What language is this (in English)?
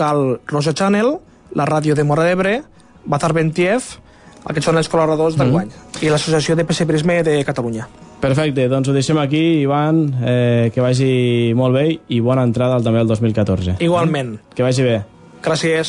Catalan